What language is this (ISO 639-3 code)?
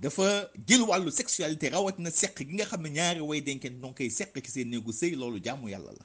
wol